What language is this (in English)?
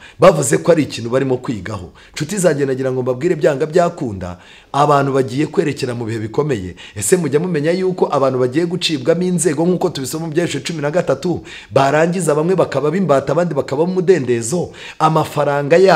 Kinyarwanda